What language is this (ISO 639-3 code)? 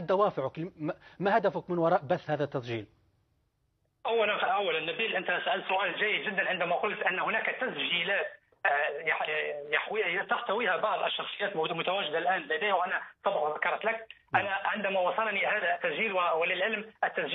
ara